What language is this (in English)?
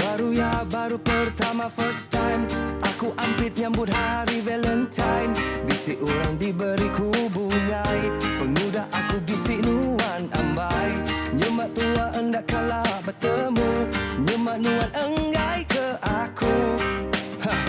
Iban